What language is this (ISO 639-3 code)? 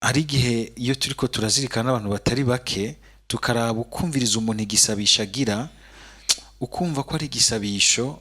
run